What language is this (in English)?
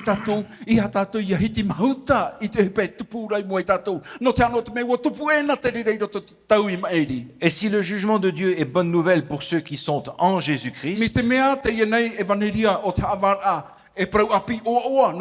Tahitian